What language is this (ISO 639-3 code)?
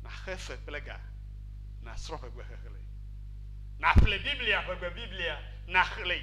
ewe